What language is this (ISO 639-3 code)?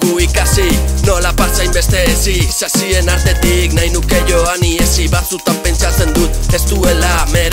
eus